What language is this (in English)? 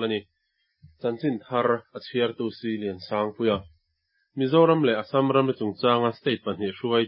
Mizo